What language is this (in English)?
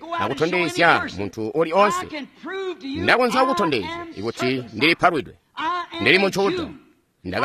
Tonga (Zambia)